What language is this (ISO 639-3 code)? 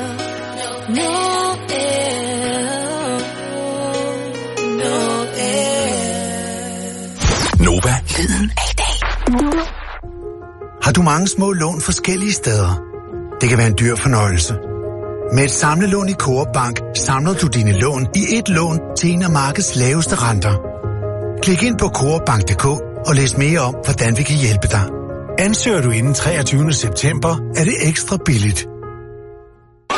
dan